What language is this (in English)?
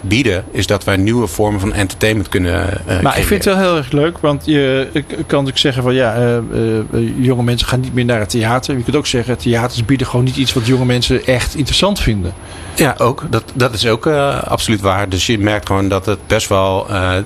Dutch